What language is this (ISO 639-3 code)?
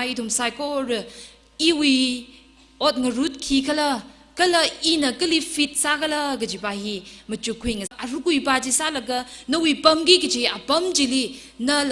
nmf